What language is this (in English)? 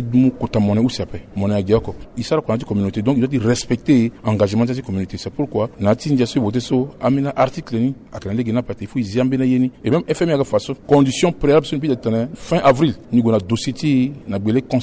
Sango